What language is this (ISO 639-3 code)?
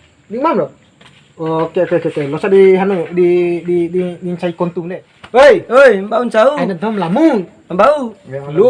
bhp